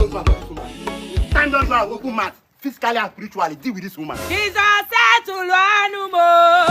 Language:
Nigerian Pidgin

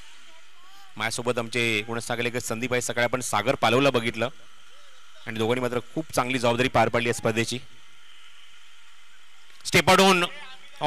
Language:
Marathi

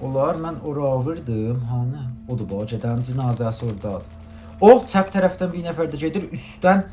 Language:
South Azerbaijani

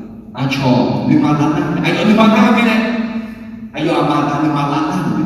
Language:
Akha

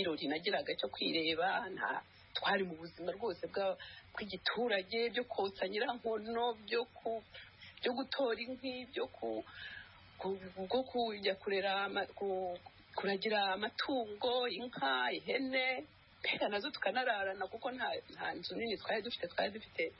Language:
Kinyarwanda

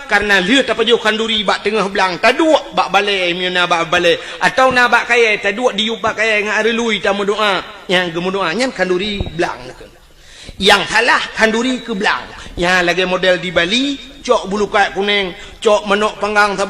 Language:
Achinese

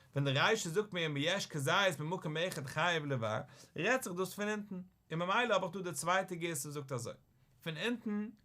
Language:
Yiddish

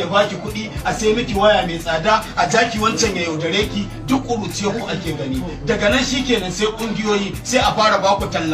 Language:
Hausa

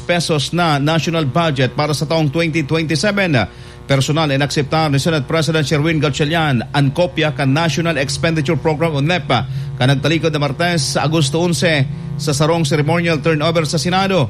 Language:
Bikol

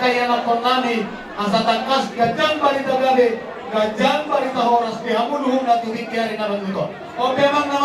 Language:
Batak Toba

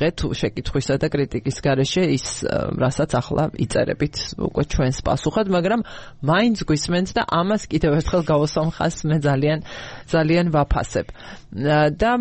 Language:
Georgian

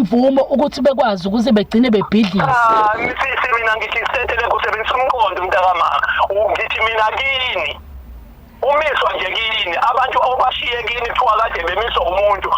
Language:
Zulu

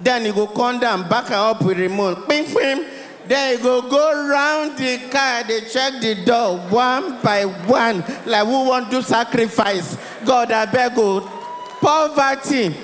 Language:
Nigerian Pidgin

